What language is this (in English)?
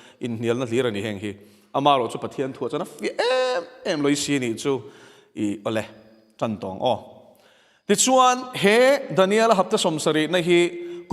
Mizo